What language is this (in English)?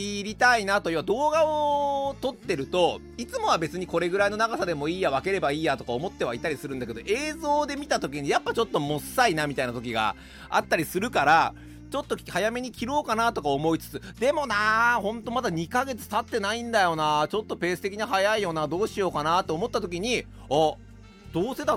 Japanese